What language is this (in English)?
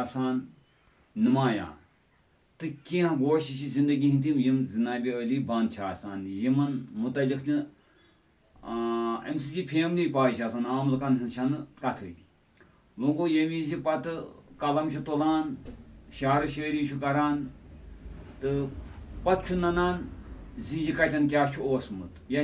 Kashmiri